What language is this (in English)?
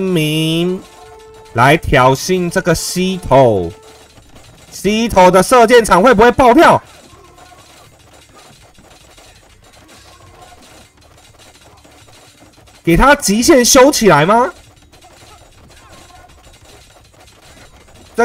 Chinese